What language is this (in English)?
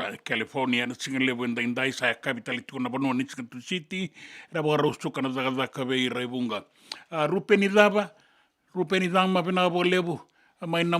Fijian